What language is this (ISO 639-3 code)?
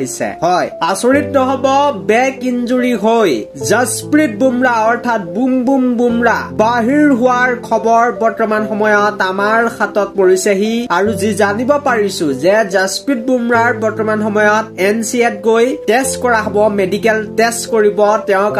asm